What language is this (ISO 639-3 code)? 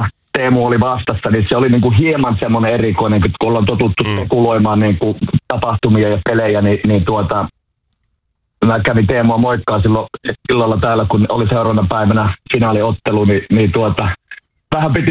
fin